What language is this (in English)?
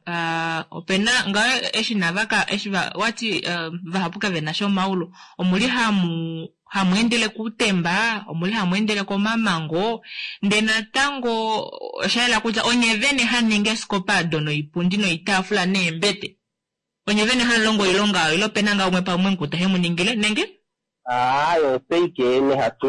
Kuanyama